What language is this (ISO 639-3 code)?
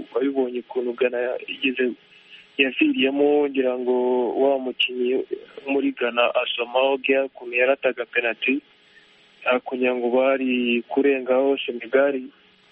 kin